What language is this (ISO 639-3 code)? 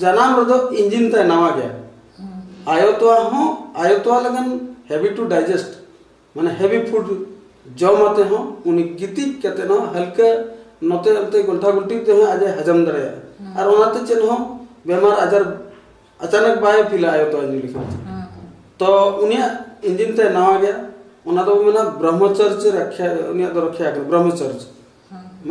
sat